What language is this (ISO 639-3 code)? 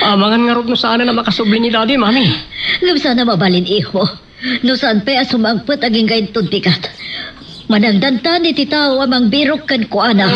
ilo